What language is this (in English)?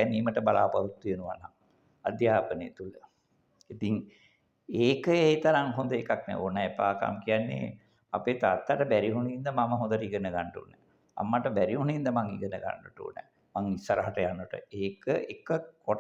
Sinhala